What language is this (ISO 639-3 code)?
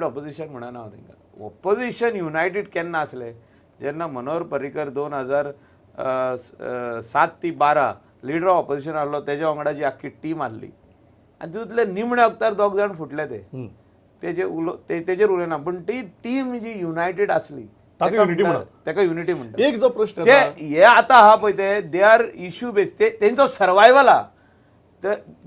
kok